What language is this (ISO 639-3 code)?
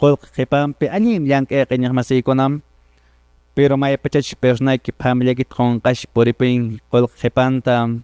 que